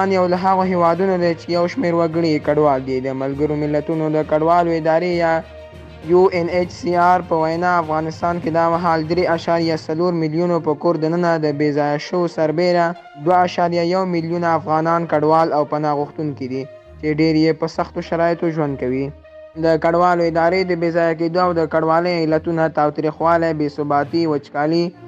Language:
Pashto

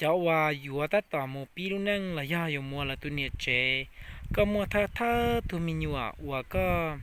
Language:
Hmong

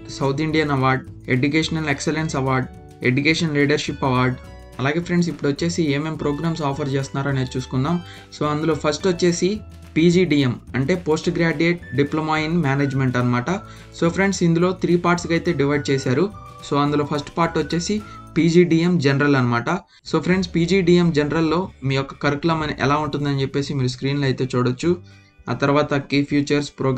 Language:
Telugu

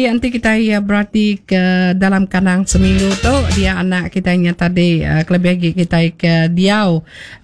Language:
Iban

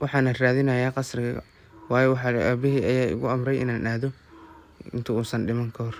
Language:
Somali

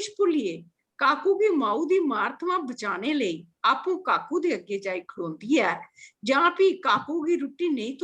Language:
Dogri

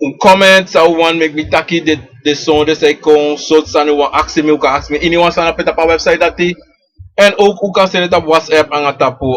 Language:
Sranan Tongo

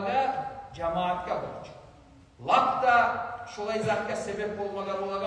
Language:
Kumyk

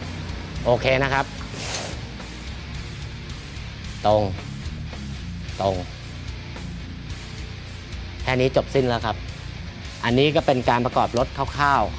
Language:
Thai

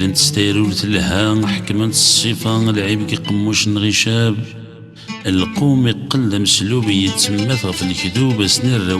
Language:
Kabyle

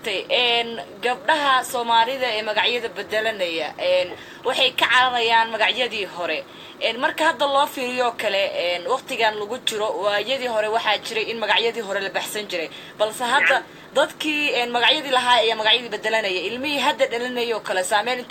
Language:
Somali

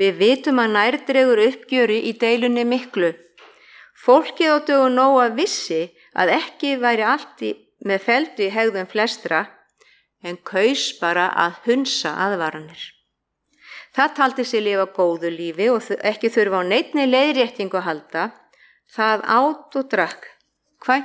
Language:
Icelandic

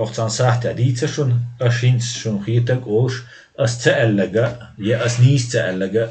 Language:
Chechen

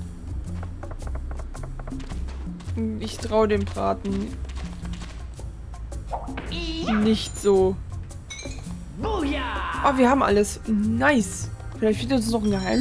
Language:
German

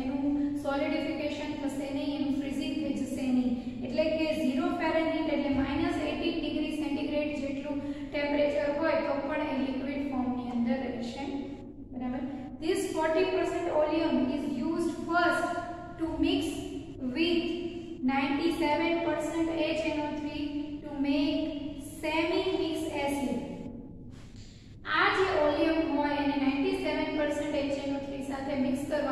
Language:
Gujarati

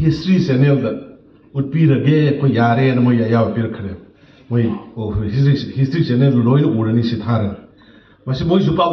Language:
Manipuri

